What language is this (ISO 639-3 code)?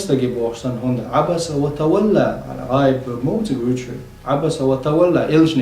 che